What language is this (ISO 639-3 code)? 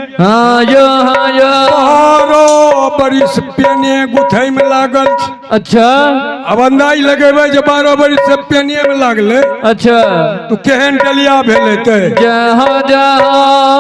mai